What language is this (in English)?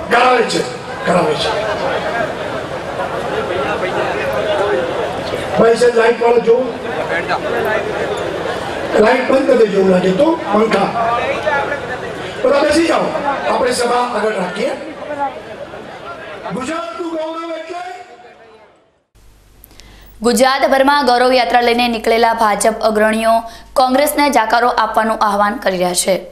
Gujarati